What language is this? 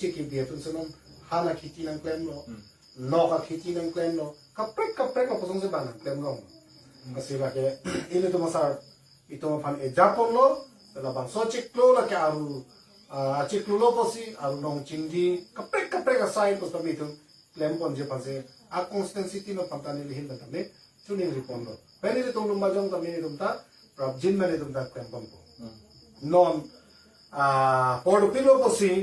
Karbi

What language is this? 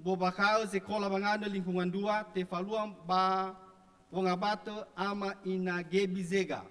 Nias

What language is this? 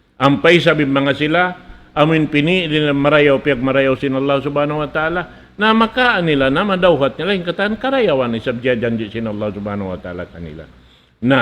Tausug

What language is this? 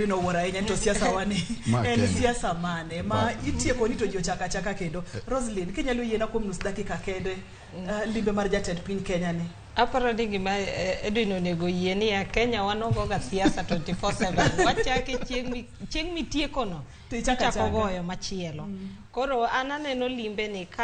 Luo (Kenya and Tanzania)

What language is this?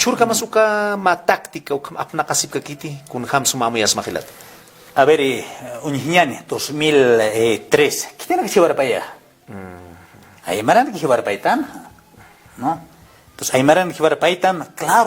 Aymara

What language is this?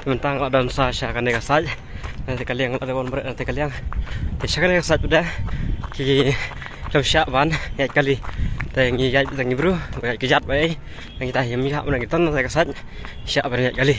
Khasi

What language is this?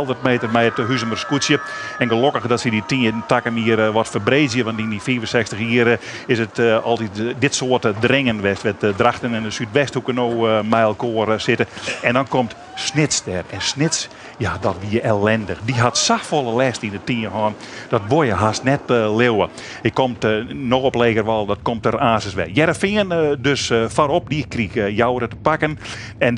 Western Frisian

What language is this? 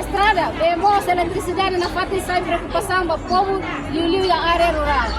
Tetum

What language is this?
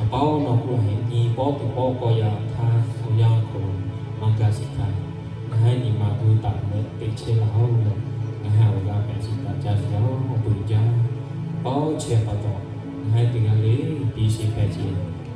Lahu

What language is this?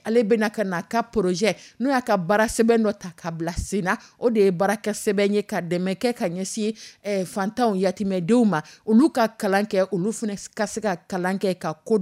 Dyula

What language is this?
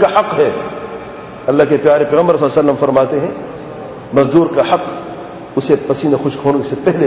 Urdu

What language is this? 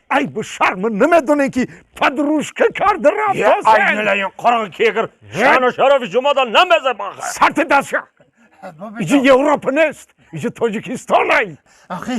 Tajik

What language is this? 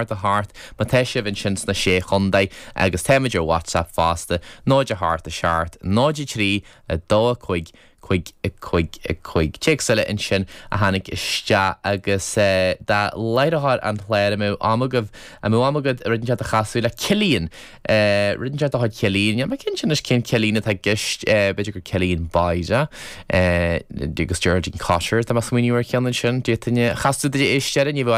Irish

